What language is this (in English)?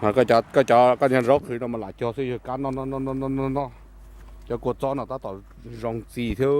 Hmong